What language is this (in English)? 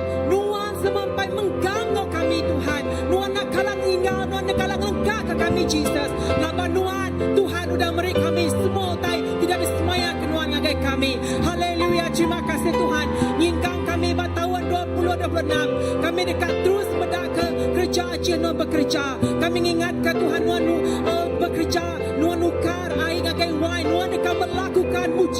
Iban